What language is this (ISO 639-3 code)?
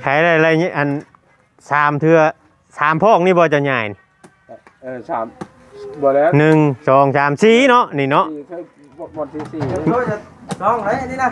tts